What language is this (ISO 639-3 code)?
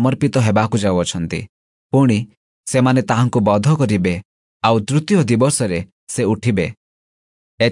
ori